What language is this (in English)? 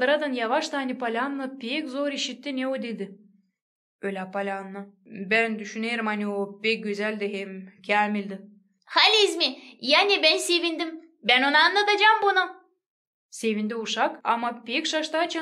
Gagauz